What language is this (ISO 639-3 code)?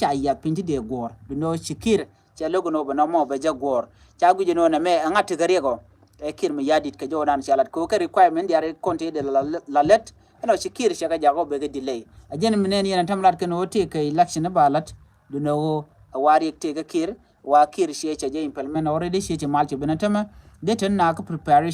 nus